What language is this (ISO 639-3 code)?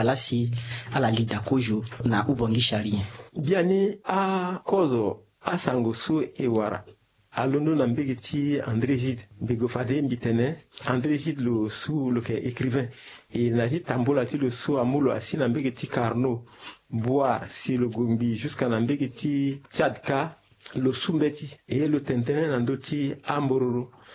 sag